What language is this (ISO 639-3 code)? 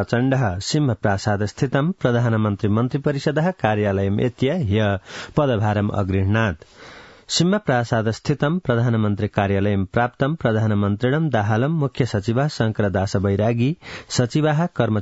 san